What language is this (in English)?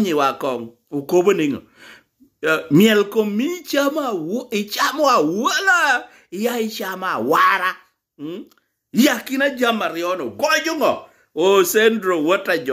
Lango (Uganda)